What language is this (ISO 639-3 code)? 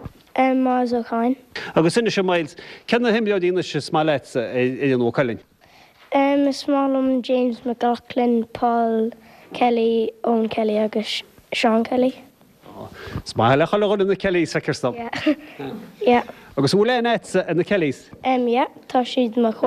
gle